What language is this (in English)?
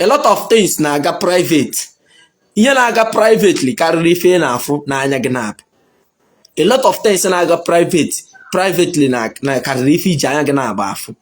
Igbo